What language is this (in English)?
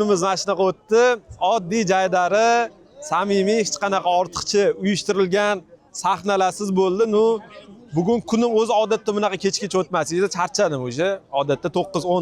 Uzbek